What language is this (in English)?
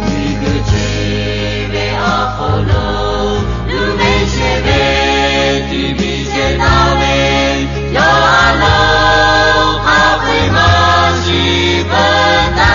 Lahu